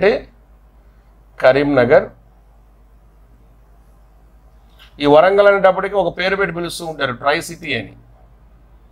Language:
Telugu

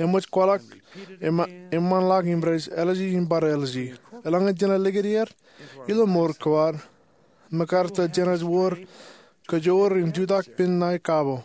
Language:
Marshallese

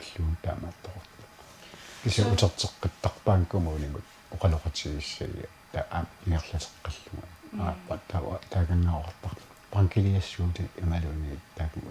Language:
Kalaallisut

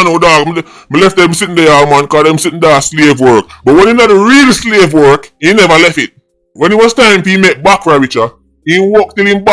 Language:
Jamaican Creole English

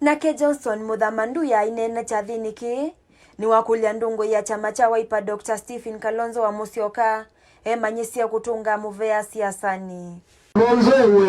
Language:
Kamba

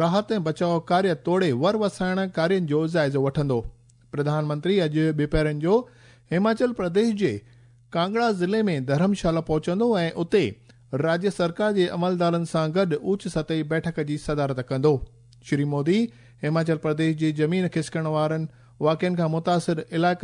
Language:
Sindhi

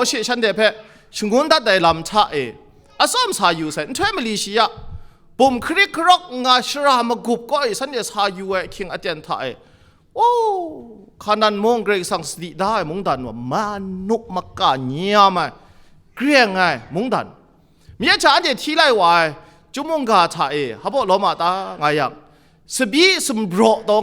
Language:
Kachin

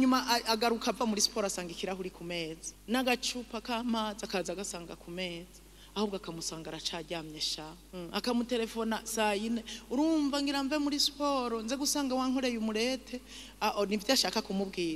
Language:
Rundi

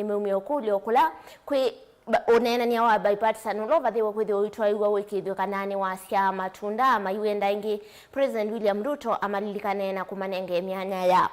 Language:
Kamba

